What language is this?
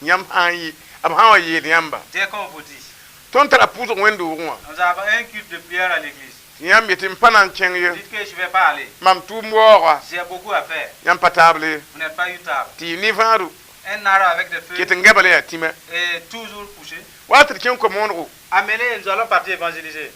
Mossi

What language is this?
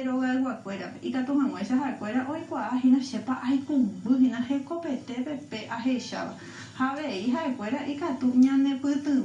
Guarani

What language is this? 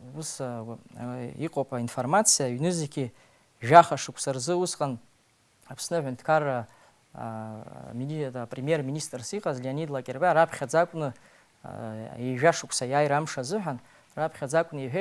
Abkhazian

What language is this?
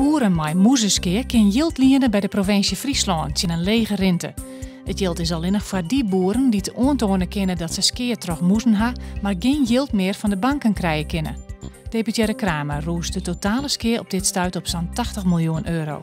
Western Frisian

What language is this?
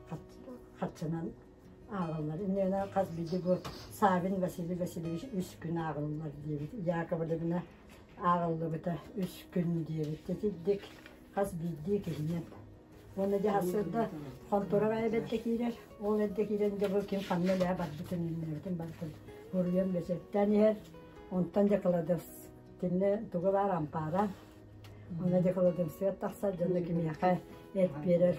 Yakut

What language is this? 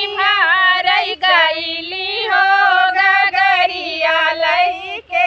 Bhojpuri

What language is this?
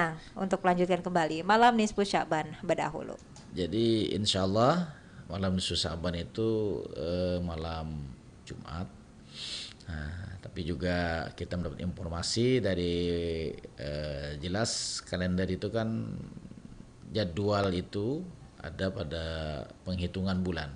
Banjar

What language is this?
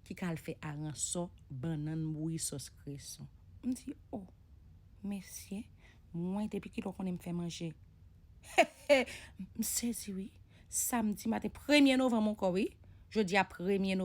Haitian Creole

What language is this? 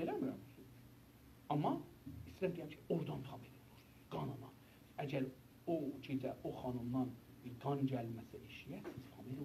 South Azerbaijani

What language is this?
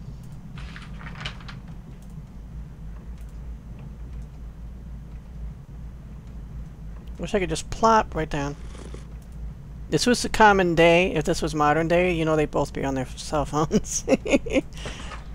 English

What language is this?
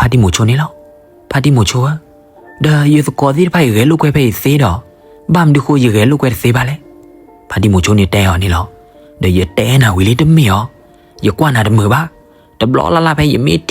S'gaw Karen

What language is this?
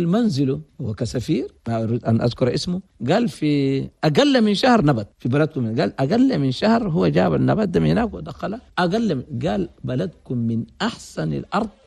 Chadian Arabic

